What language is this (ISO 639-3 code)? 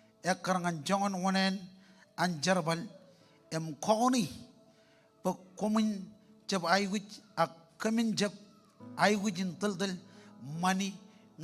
mah